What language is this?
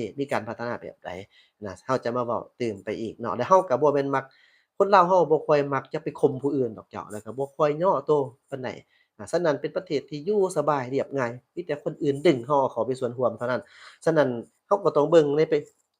Lao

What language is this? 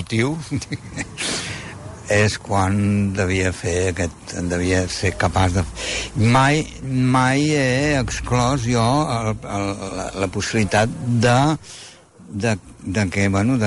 Catalan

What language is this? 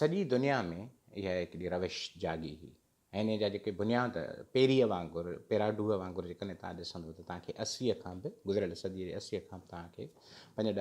Sindhi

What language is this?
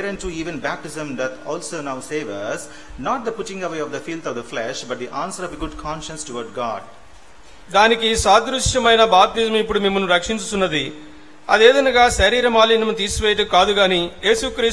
Telugu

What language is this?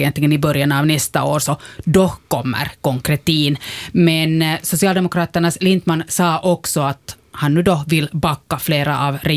Swedish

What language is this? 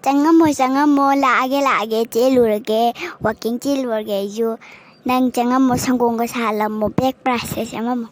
Manipuri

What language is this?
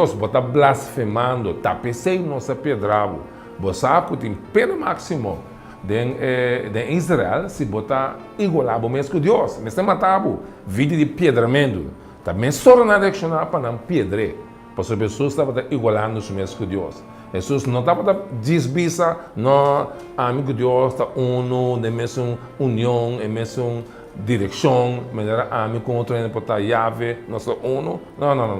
Papiamento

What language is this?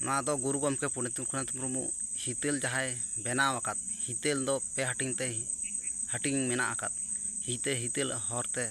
Santali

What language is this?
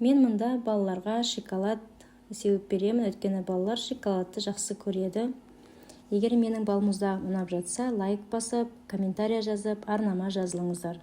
Kazakh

